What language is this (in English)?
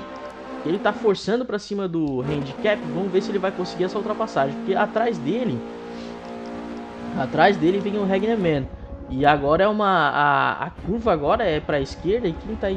Portuguese